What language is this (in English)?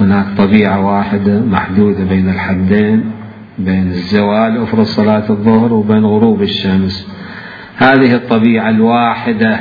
Mesopotamian Arabic